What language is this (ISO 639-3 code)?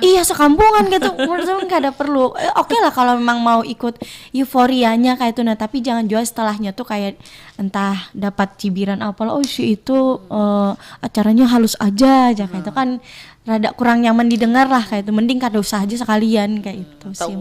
bjn